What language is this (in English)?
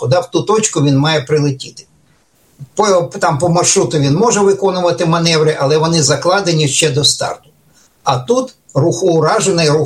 Ukrainian